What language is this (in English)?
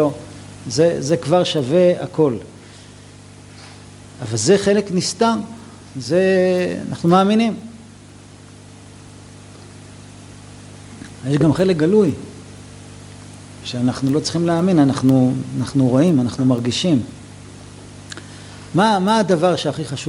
Hebrew